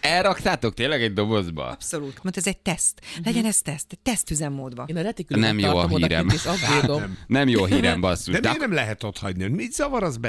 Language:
Hungarian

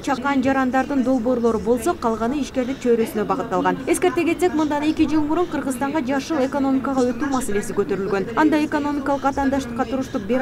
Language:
Kyrgyz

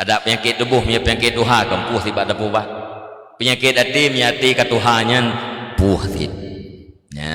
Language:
Achinese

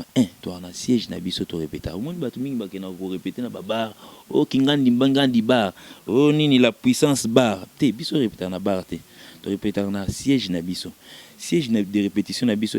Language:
Lingala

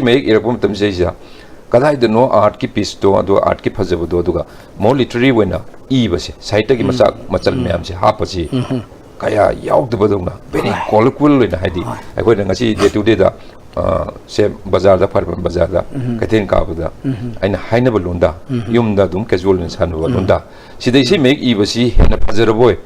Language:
Manipuri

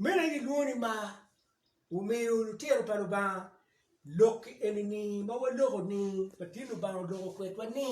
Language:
Acoli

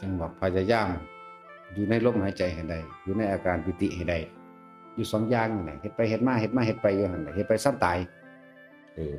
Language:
Northeastern Thai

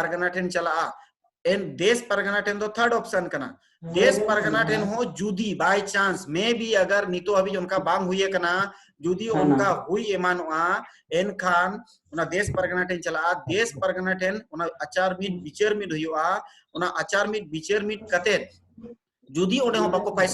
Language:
Santali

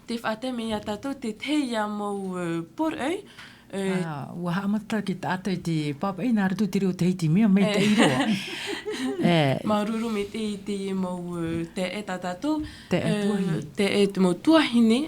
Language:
Tahitian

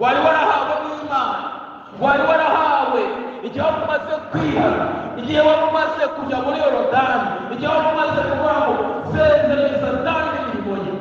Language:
Kinyarwanda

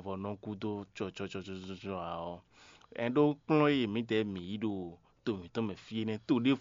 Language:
Fon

